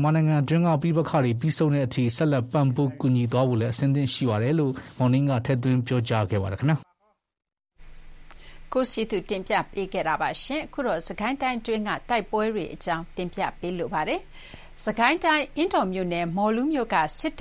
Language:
Burmese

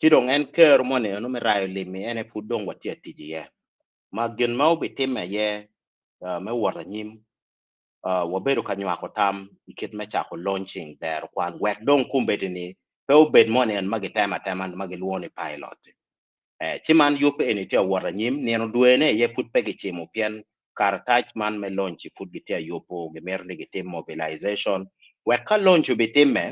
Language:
Acoli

